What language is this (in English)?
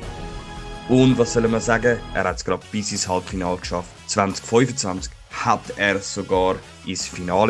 Swiss German